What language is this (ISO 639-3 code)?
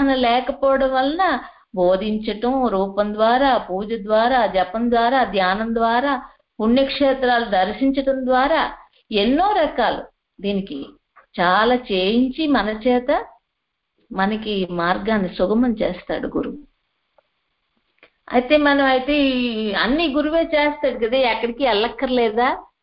tel